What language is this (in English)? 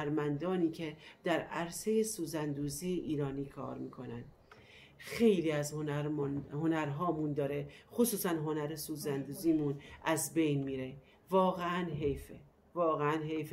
Persian